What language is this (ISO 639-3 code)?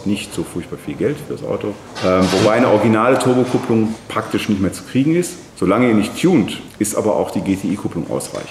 deu